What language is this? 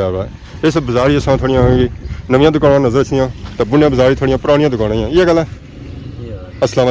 Pahari-Potwari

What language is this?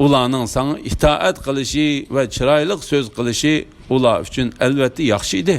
Uyghur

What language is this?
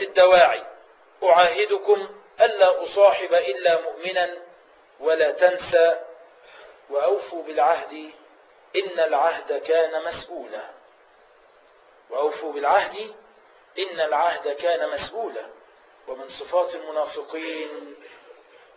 Arabic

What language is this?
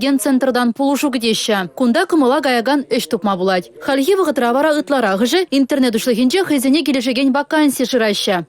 Chuvash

